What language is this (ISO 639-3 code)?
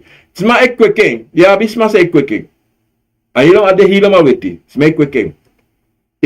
srn